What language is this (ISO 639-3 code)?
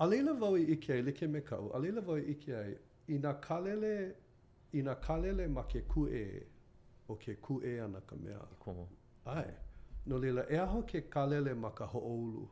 haw